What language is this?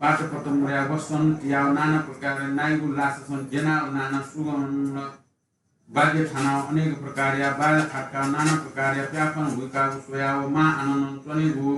Newari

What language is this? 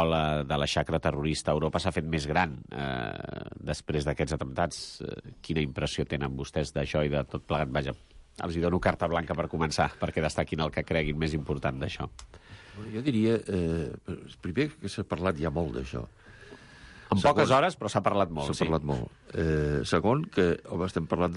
Catalan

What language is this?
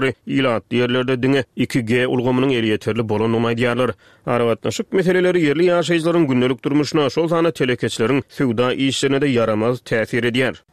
Turkmen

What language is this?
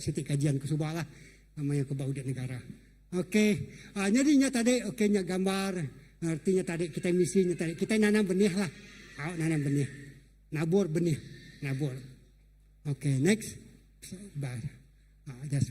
Iban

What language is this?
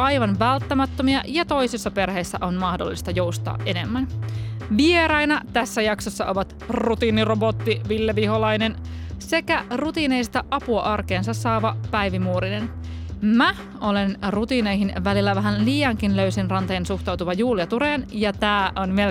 Finnish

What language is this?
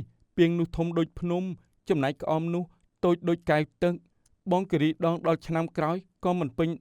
Khmer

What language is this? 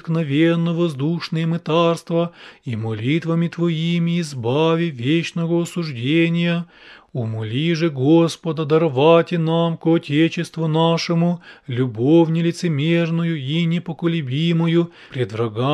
Russian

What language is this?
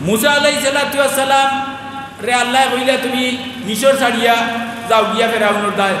Sylheti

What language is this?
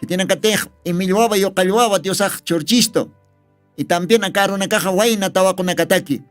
Aymara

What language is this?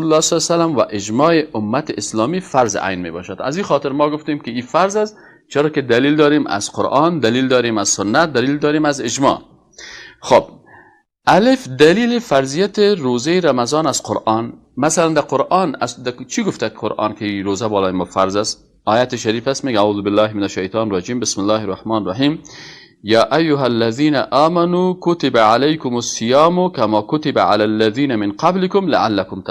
Persian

